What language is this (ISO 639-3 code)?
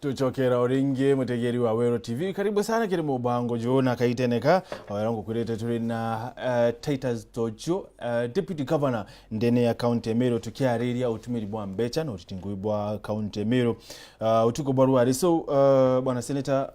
mer